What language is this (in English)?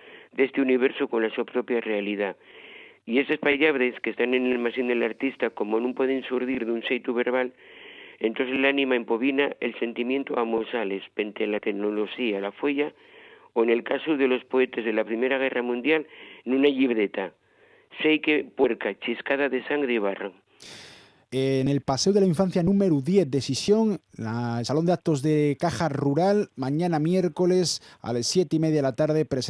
Asturian